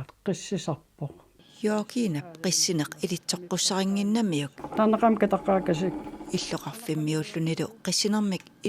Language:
Kalaallisut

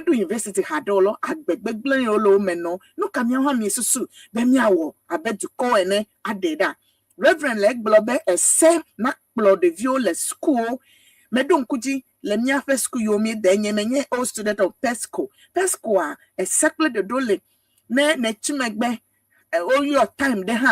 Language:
Ewe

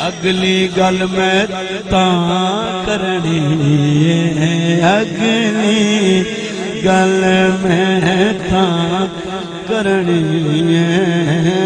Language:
Saraiki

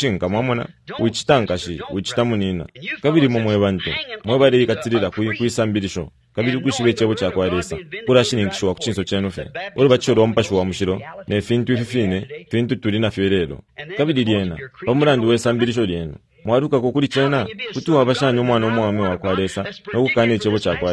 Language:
Bemba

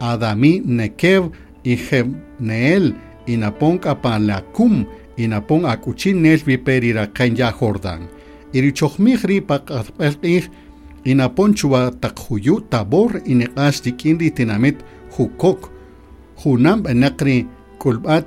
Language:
Kaqchikel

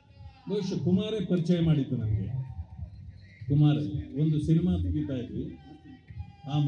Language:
Kannada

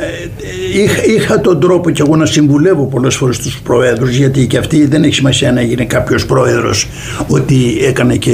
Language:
Greek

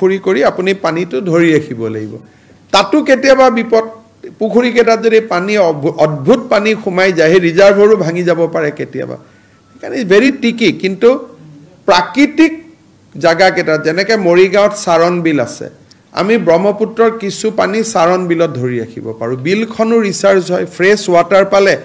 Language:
Assamese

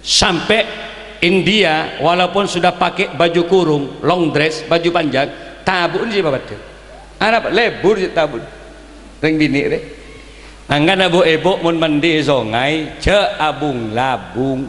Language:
Madurese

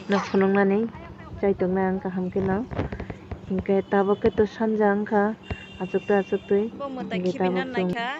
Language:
Kok Borok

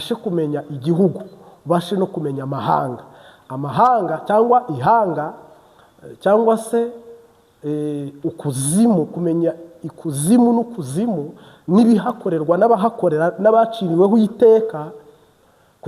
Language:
Kinyarwanda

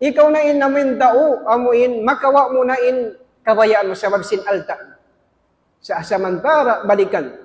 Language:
Tausug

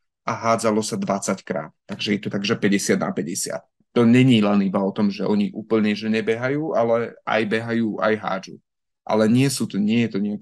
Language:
Slovak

